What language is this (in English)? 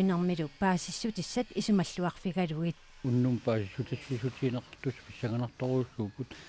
Kalaallisut